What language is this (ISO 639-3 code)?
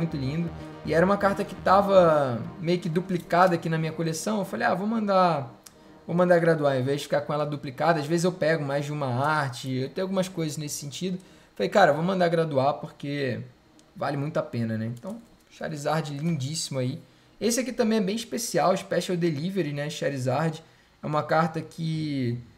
por